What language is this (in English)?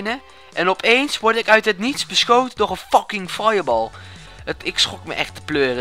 Dutch